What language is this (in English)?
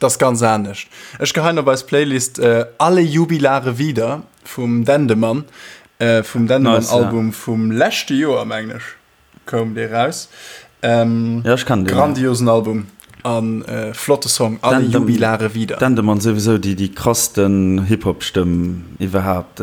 Luxembourgish